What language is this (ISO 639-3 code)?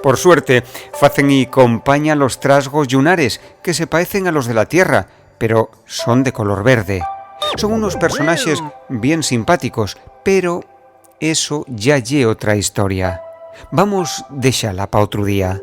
ast